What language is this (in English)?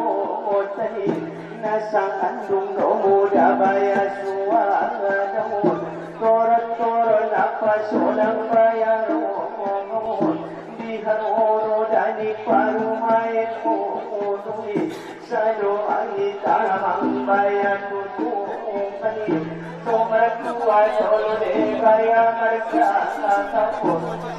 Batak Angkola